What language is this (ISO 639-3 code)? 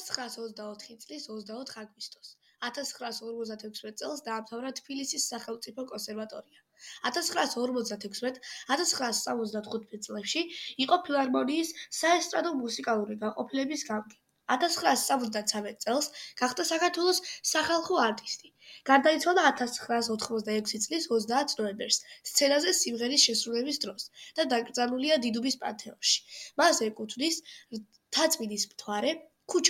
kat